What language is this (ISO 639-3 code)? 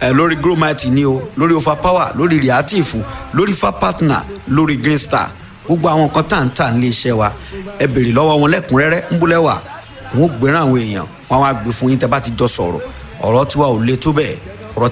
yor